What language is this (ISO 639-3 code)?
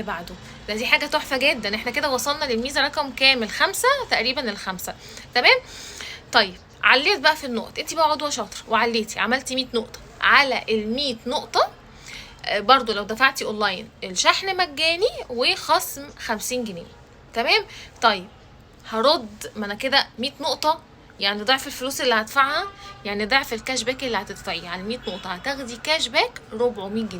arz